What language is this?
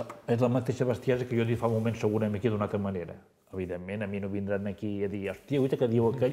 Catalan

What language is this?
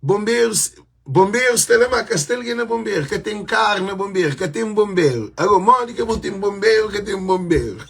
Kabuverdianu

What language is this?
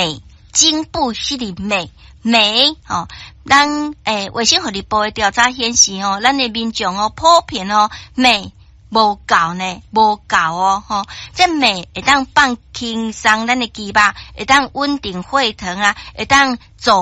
Min Nan Chinese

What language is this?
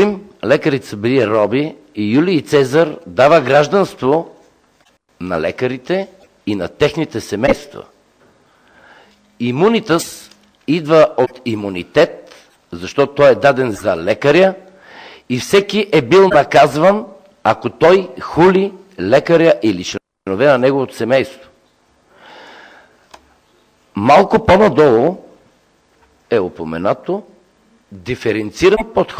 Bulgarian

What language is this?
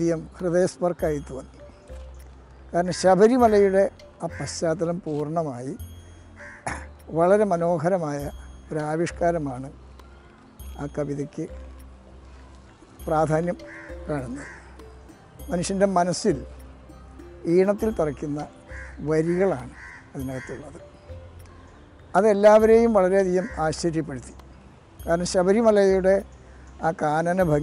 Malayalam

